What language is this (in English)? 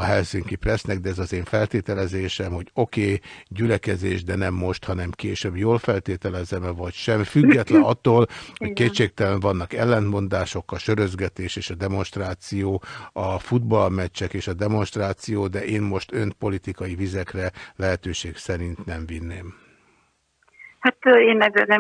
Hungarian